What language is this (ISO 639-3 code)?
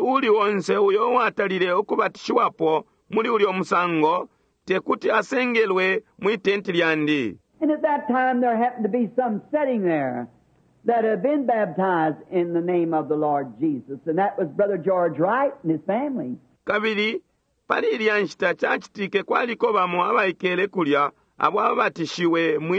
bem